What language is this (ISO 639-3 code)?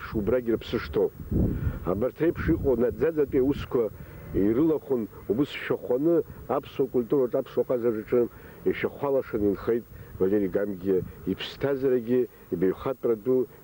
abk